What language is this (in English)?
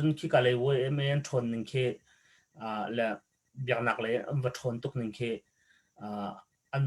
Hakha Chin